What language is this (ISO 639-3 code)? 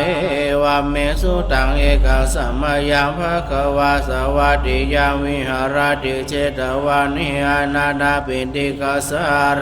pli